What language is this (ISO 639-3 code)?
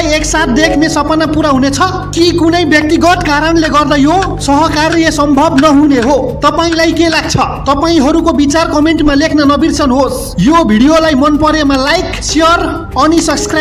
nep